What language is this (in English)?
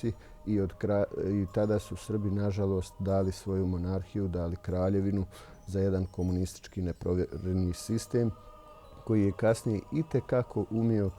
Bosnian